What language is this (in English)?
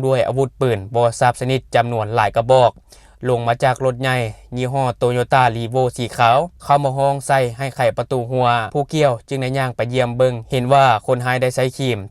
Lao